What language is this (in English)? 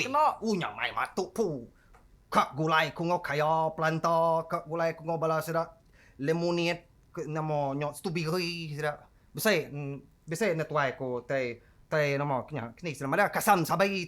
Iban